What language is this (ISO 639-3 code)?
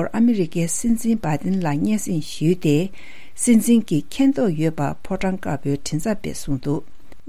bod